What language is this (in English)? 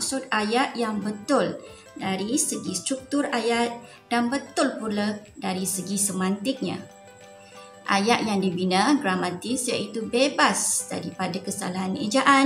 Malay